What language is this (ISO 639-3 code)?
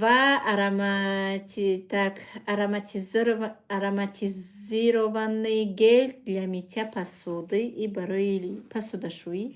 tgk